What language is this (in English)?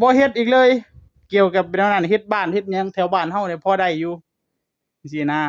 Northeastern Thai